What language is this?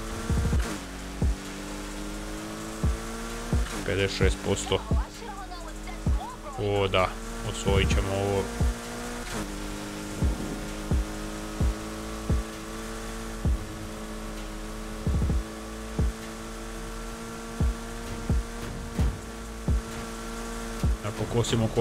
Croatian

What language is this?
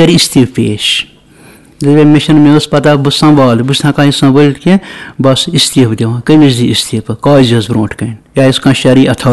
Kashmiri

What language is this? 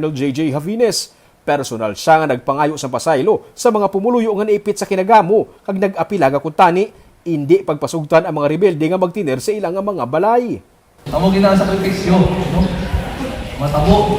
Hiligaynon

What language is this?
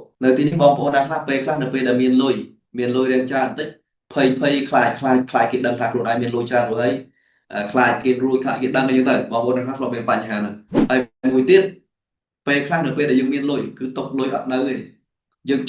Khmer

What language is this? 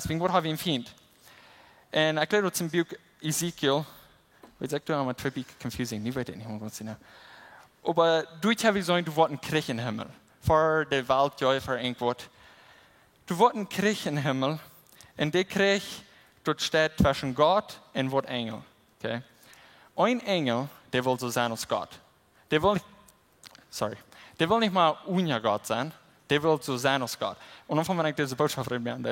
Plautdietsch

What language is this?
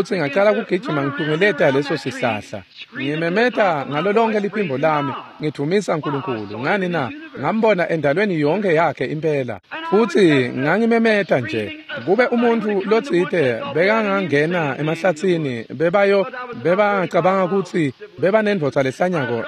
Swati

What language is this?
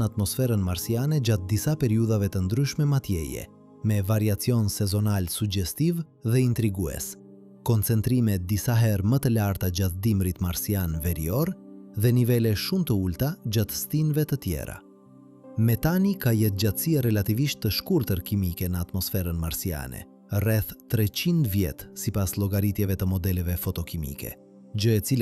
Albanian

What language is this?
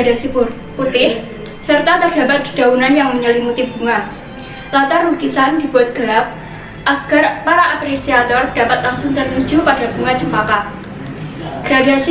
Indonesian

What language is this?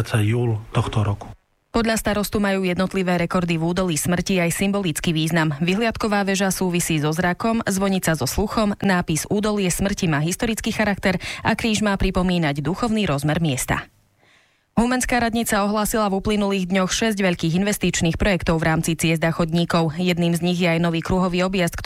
Slovak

